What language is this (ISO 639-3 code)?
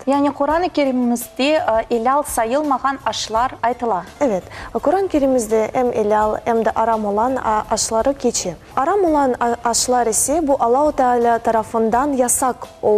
crh